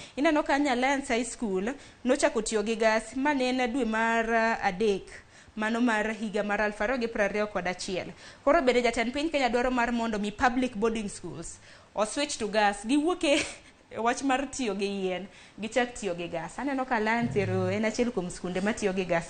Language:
Luo (Kenya and Tanzania)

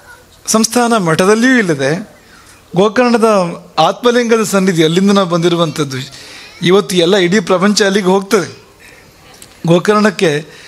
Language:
Kannada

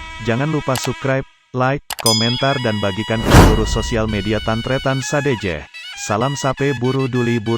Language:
Madurese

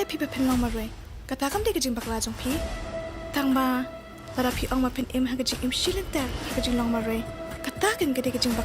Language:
Khasi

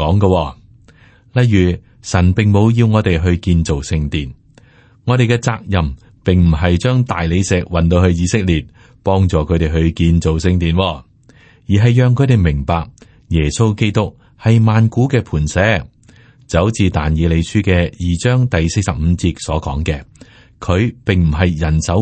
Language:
Cantonese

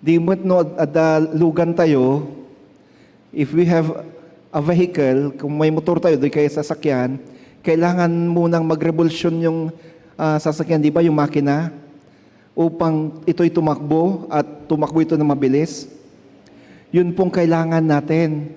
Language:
Iloko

